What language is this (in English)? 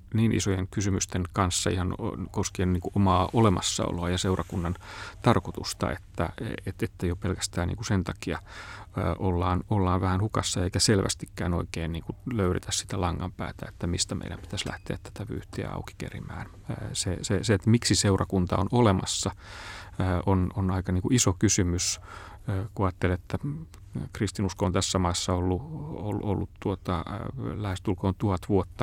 Finnish